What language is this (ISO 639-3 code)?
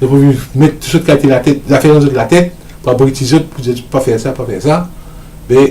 mfe